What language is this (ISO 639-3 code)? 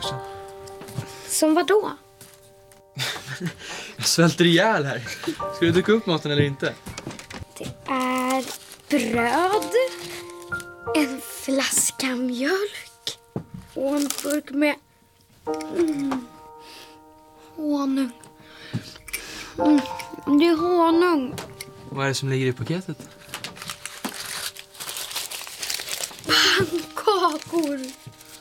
swe